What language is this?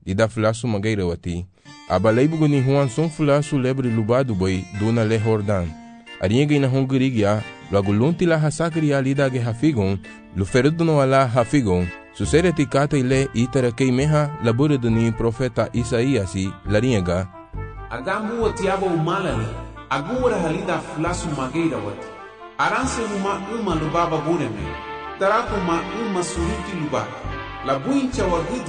Garifuna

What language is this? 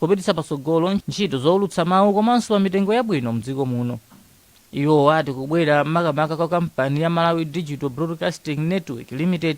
Nyanja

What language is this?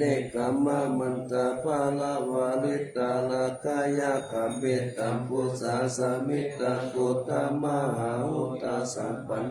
Pali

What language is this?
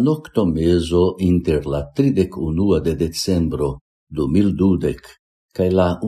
Esperanto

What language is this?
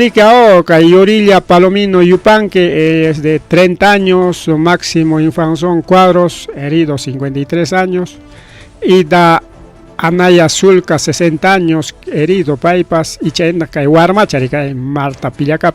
Ayacucho Quechua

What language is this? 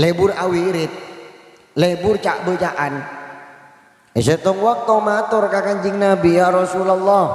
Madurese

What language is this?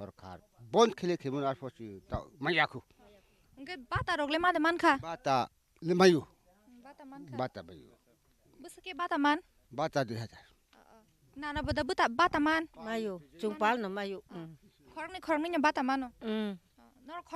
Kok Borok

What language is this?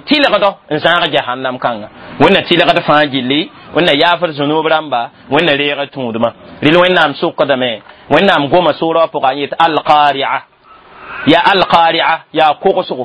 Mossi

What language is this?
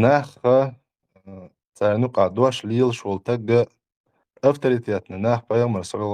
Chechen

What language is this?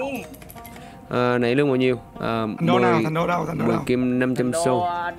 Vietnamese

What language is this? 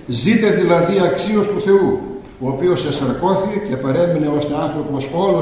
Greek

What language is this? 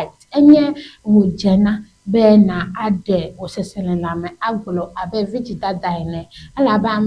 Ewe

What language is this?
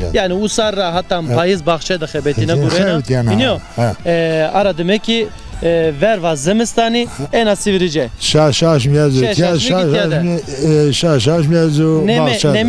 Zaza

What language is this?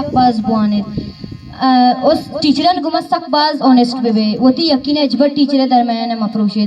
Eastern Balochi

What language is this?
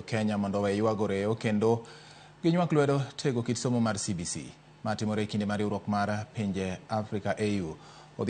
Luo (Kenya and Tanzania)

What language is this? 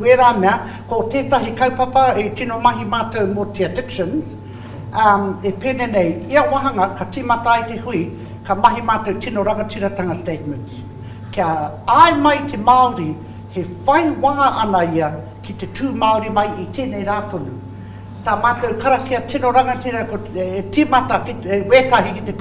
Māori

